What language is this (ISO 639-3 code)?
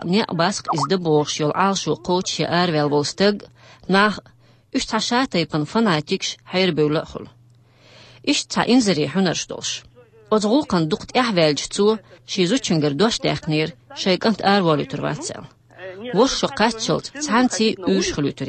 che